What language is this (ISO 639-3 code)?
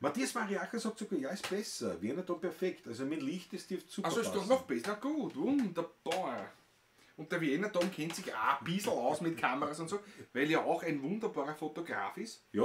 bar